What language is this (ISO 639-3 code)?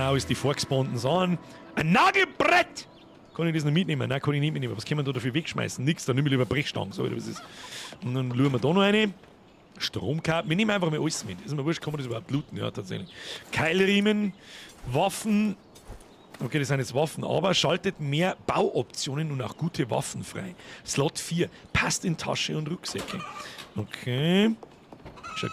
bar